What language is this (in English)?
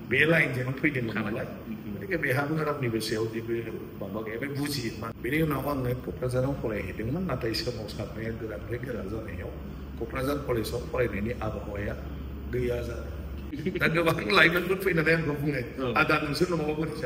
Bodo